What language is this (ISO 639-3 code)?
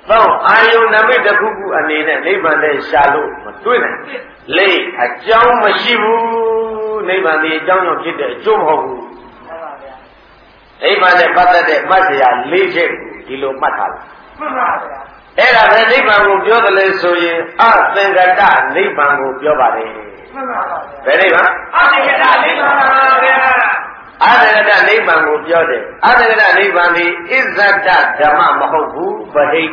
mya